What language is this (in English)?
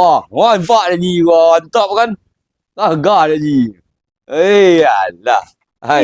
Minangkabau